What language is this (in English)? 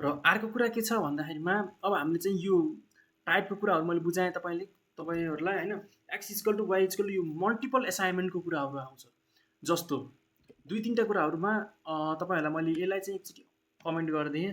Nepali